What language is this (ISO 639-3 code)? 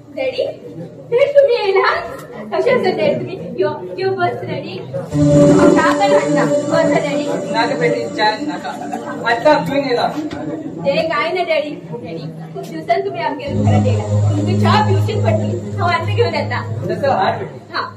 kok